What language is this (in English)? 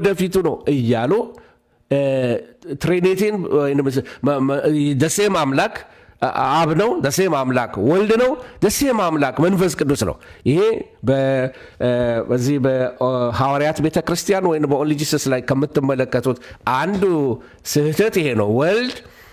Amharic